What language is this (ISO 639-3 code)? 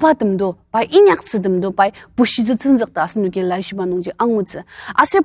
njo